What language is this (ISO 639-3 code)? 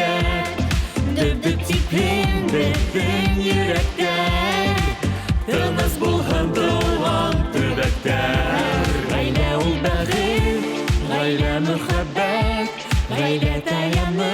bak